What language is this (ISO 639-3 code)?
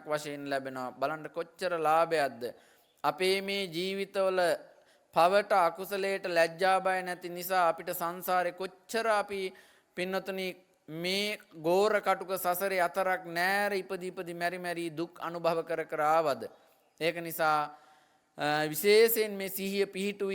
sin